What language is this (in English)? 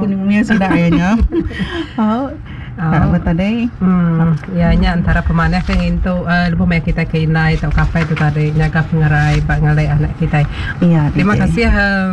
Iban